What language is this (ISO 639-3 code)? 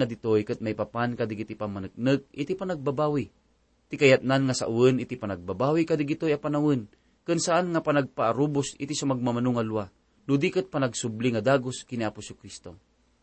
ilo